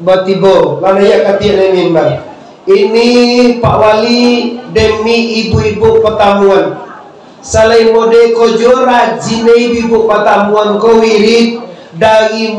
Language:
Minangkabau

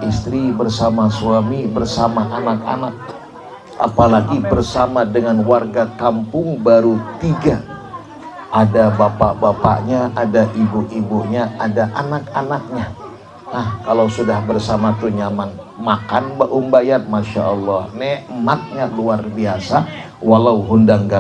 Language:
Banjar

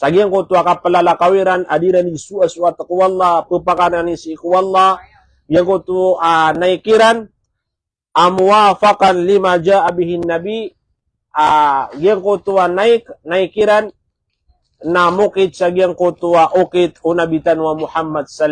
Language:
Maranao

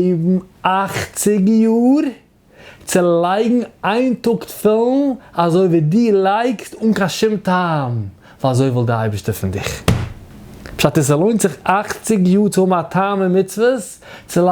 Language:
Yiddish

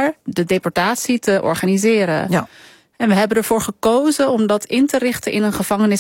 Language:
Dutch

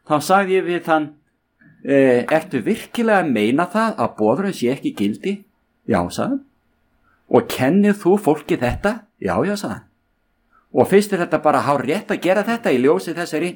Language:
Icelandic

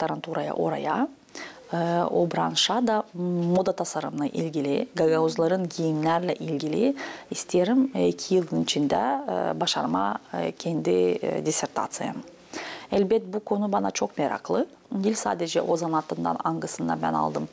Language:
Gagauz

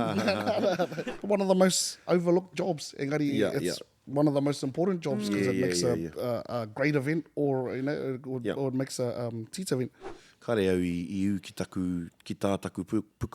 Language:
Māori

